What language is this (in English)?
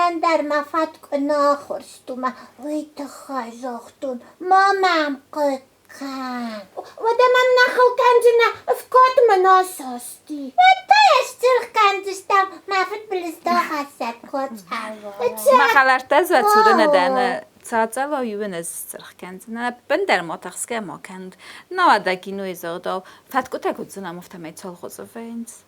Ossetic